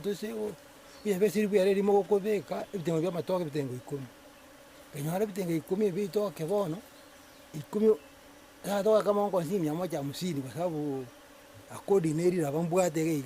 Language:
Gusii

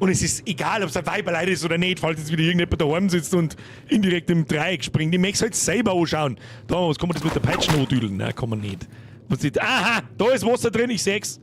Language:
Bavarian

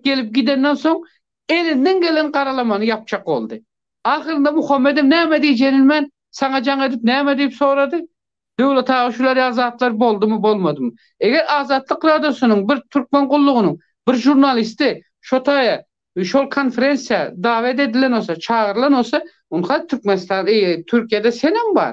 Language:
Turkmen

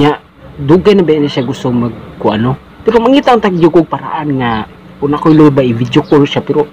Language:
Cebuano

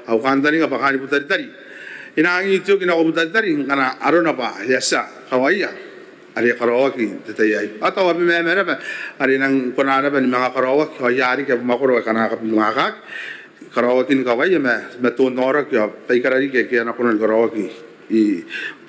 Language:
Gilbertese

